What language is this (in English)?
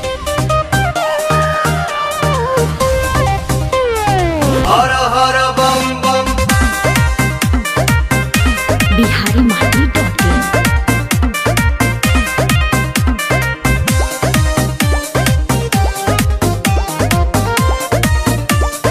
Bhojpuri